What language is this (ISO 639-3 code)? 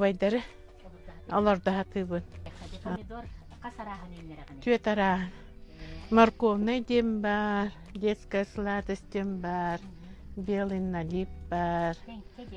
sah